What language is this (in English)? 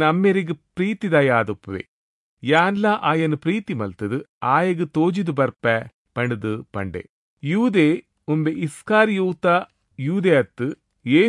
Tulu